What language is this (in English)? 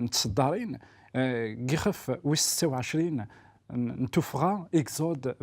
Kabyle